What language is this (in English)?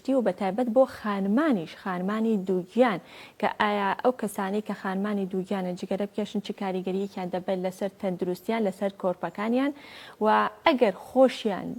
Central Kurdish